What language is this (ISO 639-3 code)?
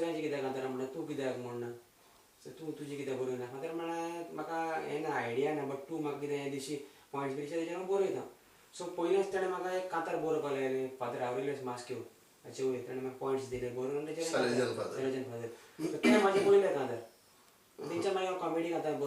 kok